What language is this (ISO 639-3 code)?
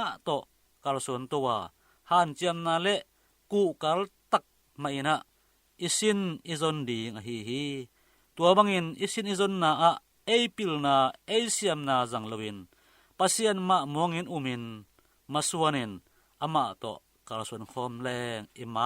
ctd